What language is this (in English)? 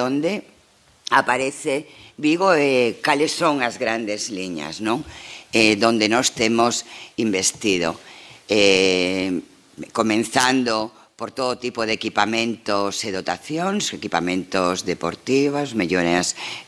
Galician